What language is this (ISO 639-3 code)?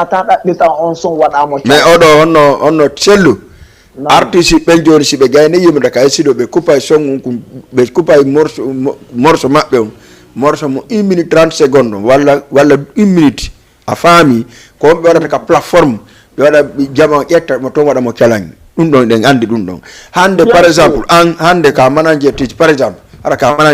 ful